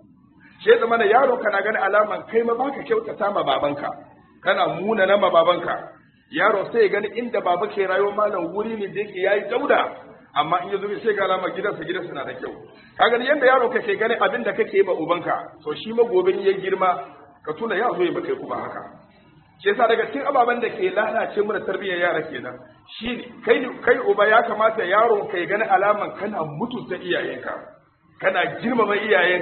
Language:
Hausa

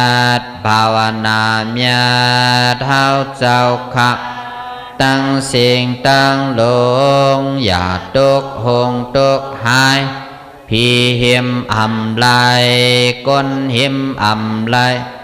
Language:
Shan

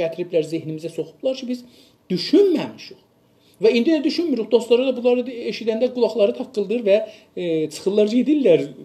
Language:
South Azerbaijani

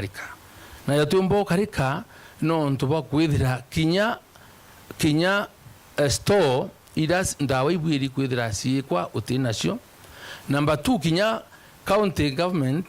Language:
Meru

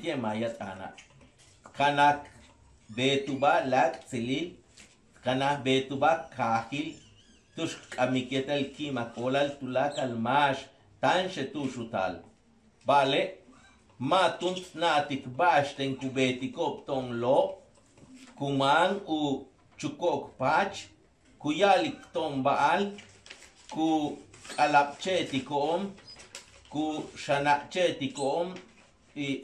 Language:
Yucateco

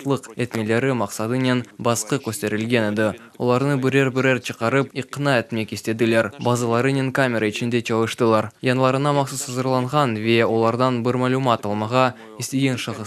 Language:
Crimean Tatar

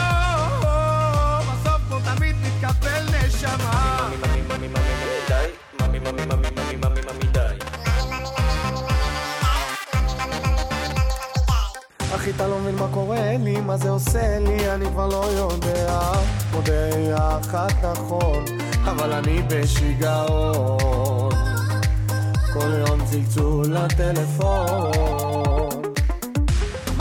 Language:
Hebrew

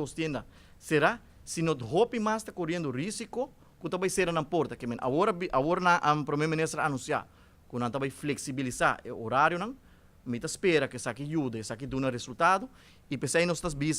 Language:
Papiamento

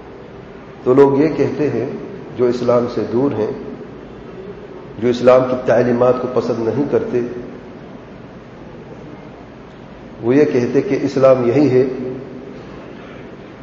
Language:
Urdu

